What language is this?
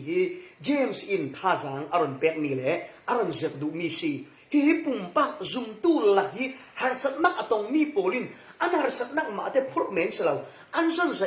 Falam Chin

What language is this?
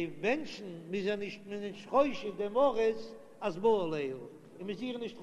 Yiddish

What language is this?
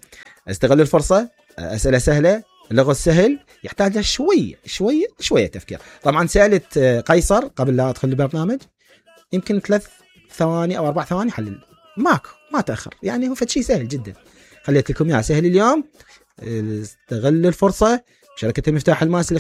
Mesopotamian Arabic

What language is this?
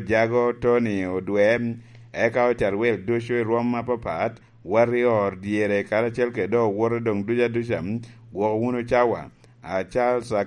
Lango (Uganda)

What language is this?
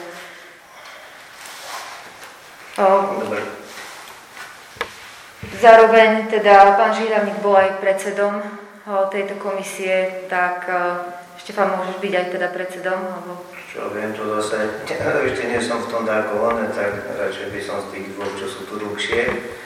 Slovak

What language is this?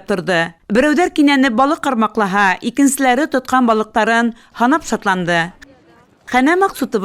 Bashkir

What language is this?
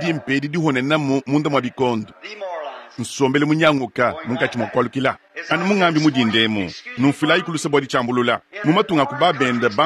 Luba-Lulua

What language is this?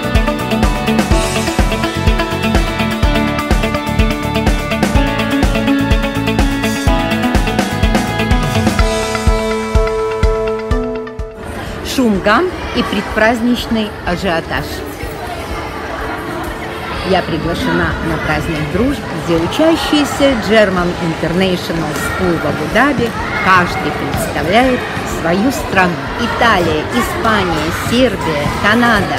Russian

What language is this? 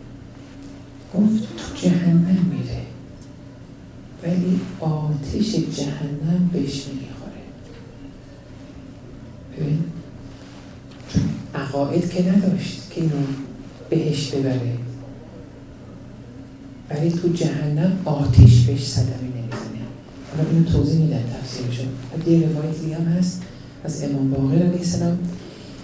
Persian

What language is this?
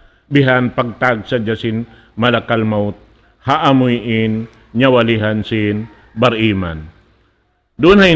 Tausug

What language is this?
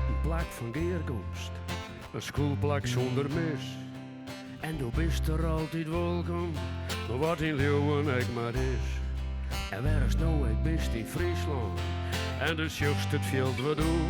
Western Frisian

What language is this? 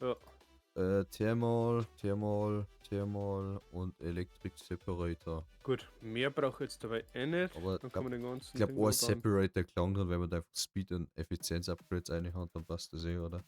Bavarian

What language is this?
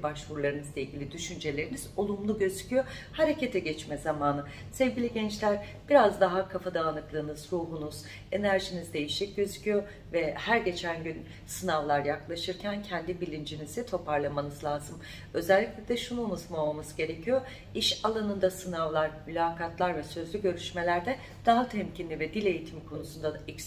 Turkish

